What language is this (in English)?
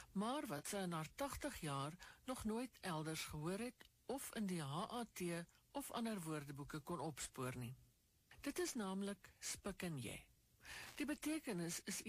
Afrikaans